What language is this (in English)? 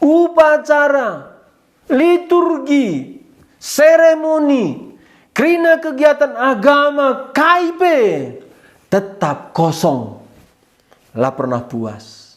Batak Karo